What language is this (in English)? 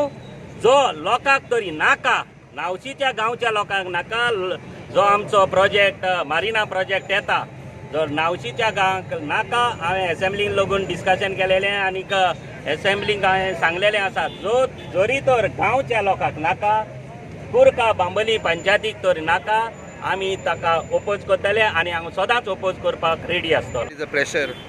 Konkani